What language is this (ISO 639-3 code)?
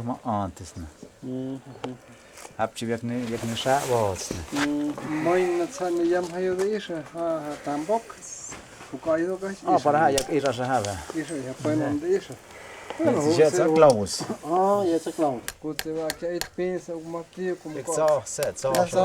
mto